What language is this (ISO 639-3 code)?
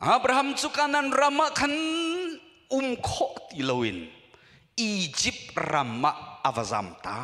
cnh